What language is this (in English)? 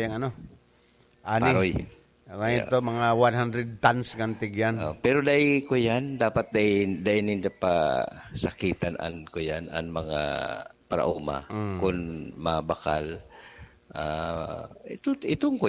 Bikol